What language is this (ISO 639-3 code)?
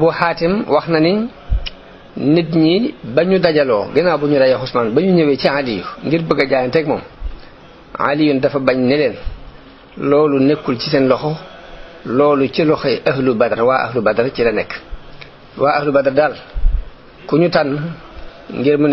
wol